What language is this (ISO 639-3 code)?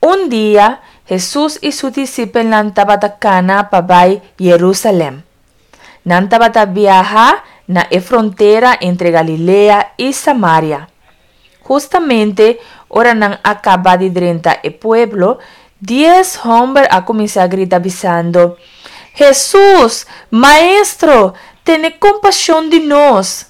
pap